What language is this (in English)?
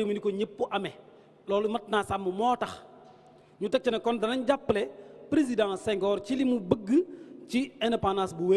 Wolof